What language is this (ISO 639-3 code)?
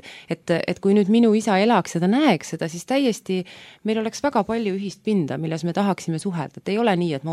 est